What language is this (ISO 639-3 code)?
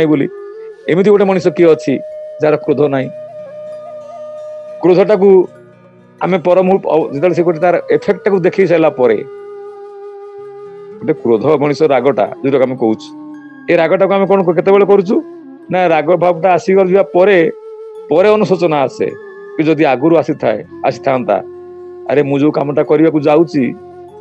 ori